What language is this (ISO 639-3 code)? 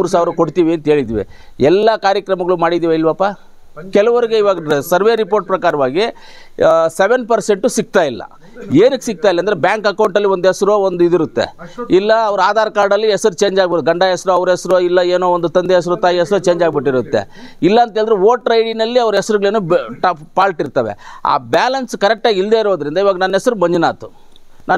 kan